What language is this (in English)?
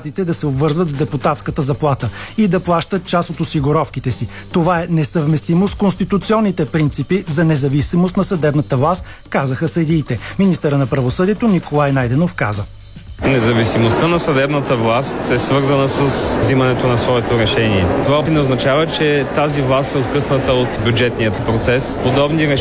Bulgarian